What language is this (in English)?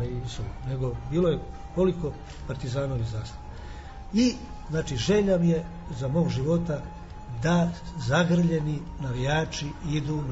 Serbian